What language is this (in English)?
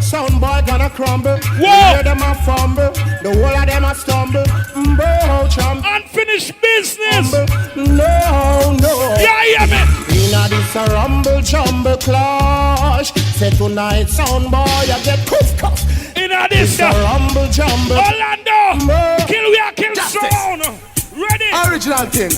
Jamaican Creole English